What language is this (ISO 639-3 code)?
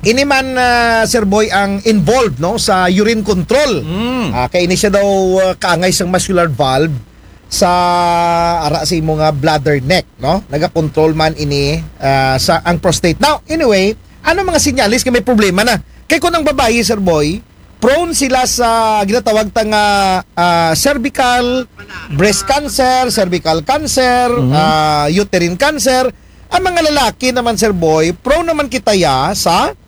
akl